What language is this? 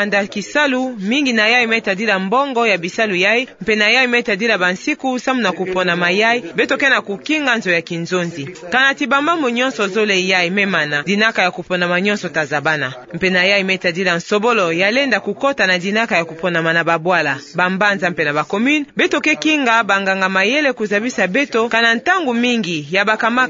Kituba (Democratic Republic of Congo)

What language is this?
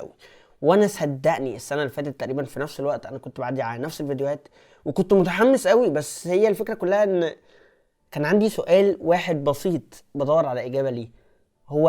Egyptian Arabic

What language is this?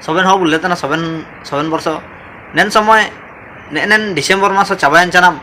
Ho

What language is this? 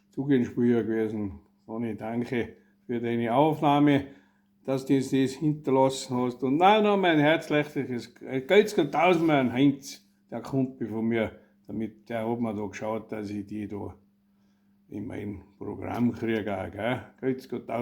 Bavarian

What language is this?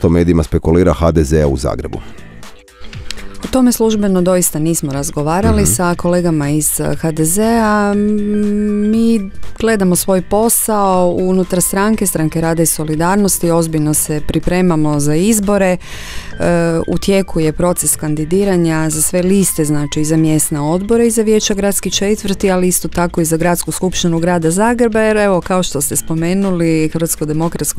Croatian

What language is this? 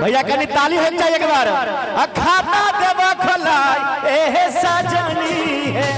Maithili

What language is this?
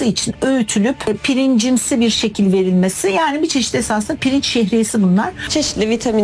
Turkish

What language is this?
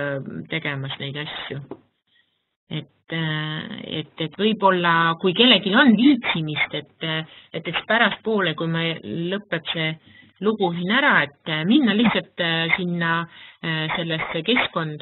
Estonian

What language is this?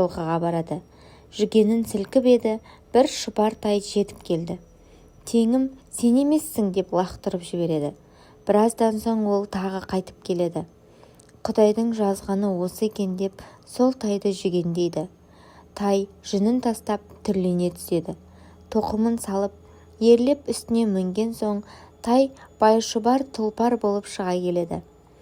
Kazakh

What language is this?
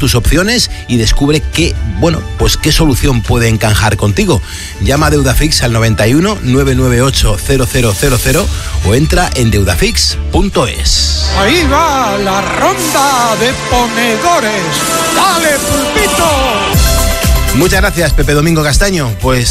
Spanish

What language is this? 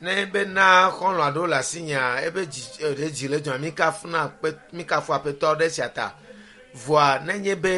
Ewe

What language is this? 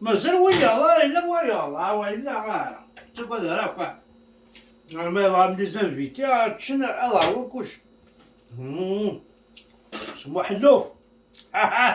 Kabyle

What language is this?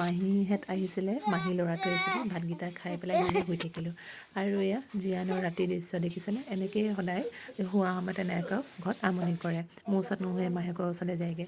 Assamese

